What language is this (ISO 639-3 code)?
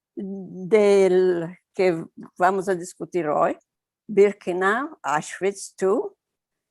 lad